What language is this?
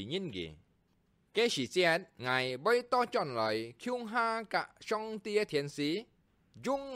Hakka Chinese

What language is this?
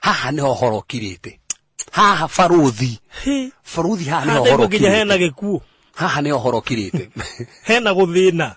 Kikuyu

